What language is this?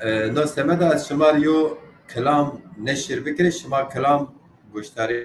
Zaza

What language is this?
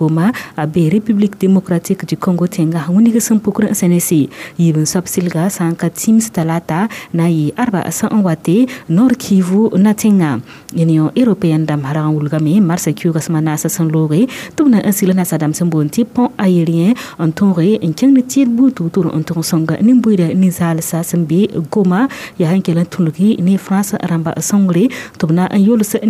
Mossi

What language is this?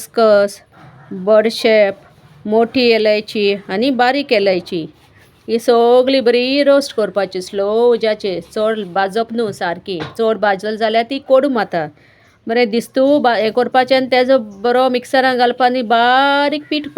Konkani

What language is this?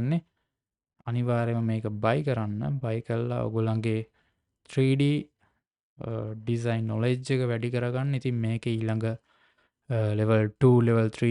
Sinhala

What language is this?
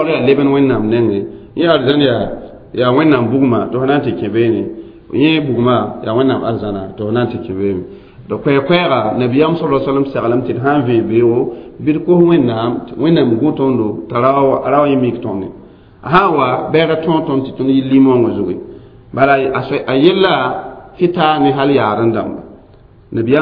Mossi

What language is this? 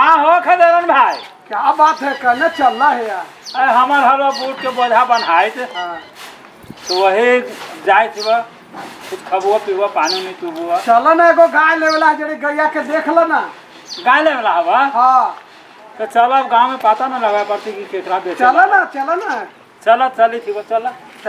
Magahi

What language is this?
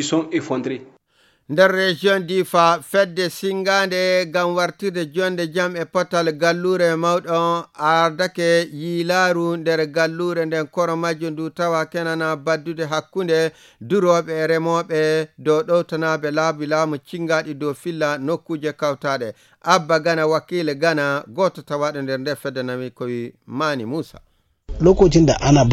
Nigerian Fulfulde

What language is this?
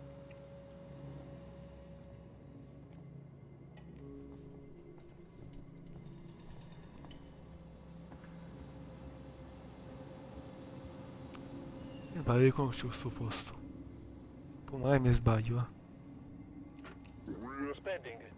Italian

